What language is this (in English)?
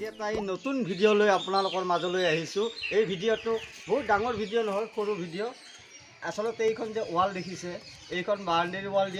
Assamese